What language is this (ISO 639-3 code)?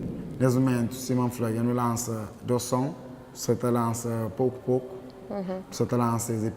kea